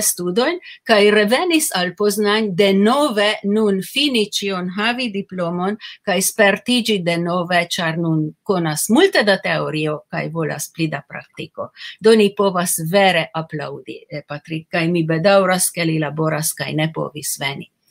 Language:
Esperanto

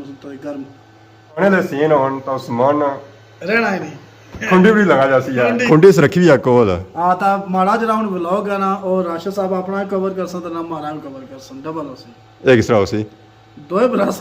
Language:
Pahari-Potwari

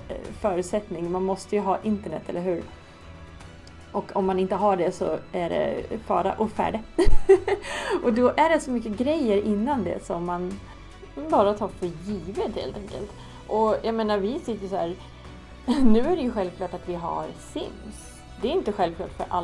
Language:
Swedish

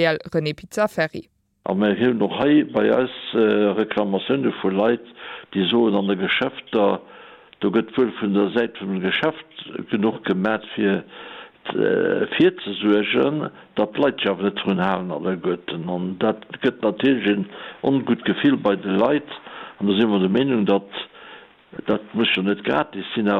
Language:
Luxembourgish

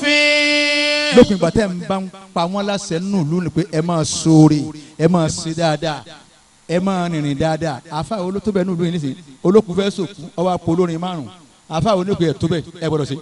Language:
Yoruba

